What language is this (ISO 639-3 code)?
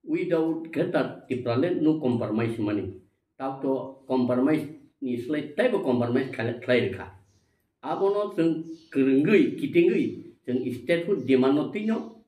trp